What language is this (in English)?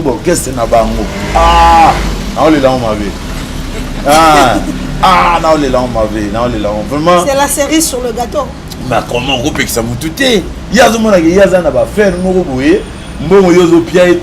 Lingala